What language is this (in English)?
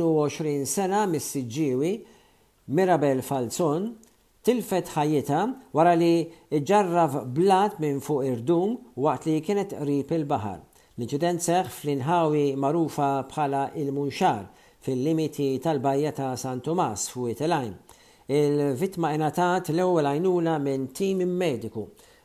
Maltese